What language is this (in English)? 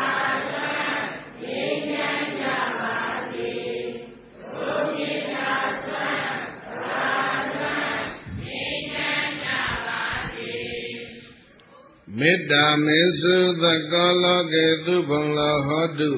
Burmese